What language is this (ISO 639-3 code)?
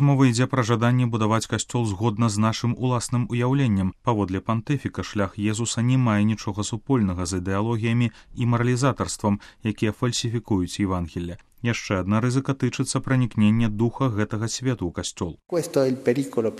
bel